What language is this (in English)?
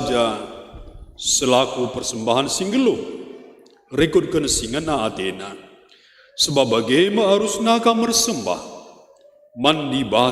Batak Karo